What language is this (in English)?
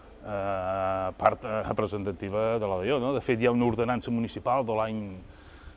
Catalan